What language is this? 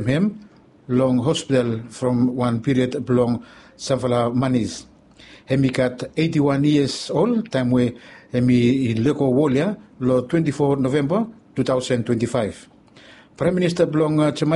Bislama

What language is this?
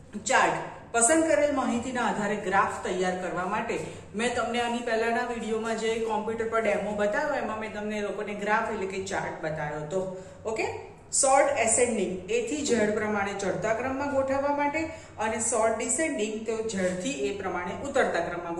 Gujarati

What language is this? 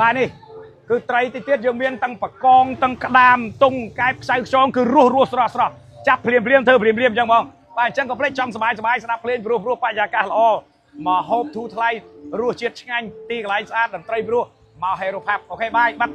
Khmer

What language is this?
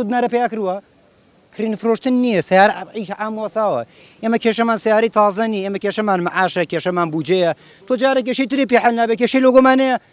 Central Kurdish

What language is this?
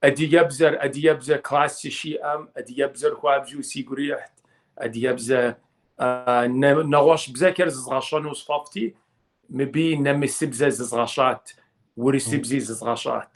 Kabardian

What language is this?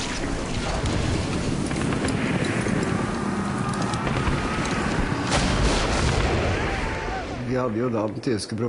Norwegian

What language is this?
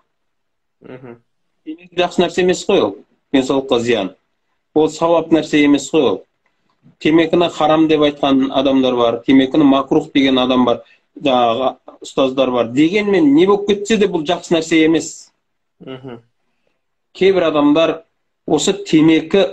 Kazakh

